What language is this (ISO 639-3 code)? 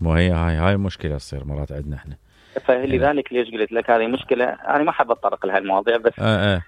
acm